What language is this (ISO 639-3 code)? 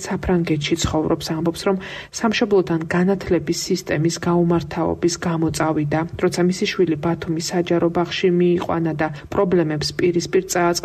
kat